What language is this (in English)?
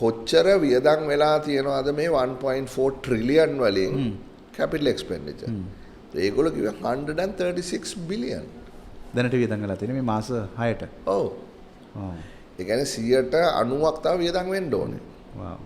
Sinhala